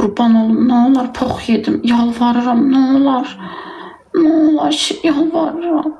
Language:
Azerbaijani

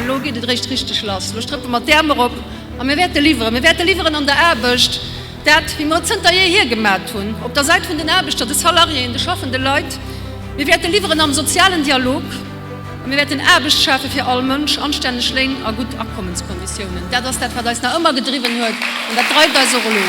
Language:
Luxembourgish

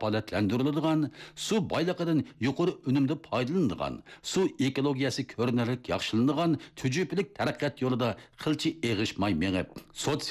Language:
Uyghur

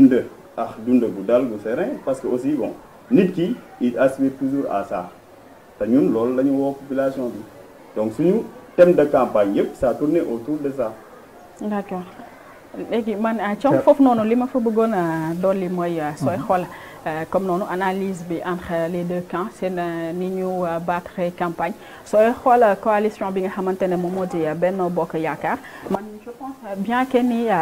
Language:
Wolof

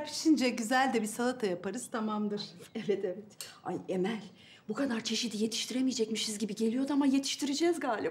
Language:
Turkish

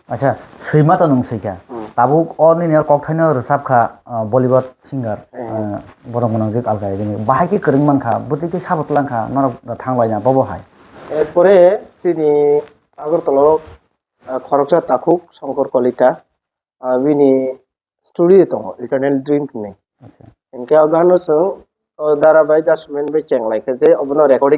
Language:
Kok Borok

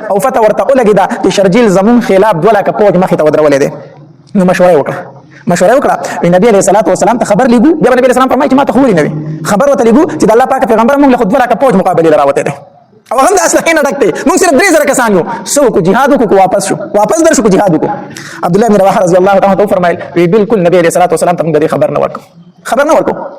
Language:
Pashto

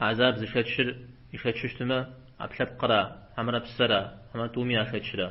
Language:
Kabardian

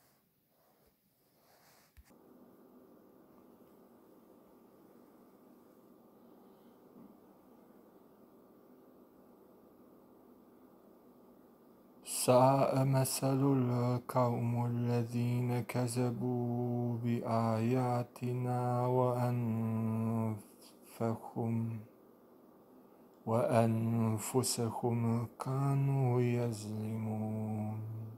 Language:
Arabic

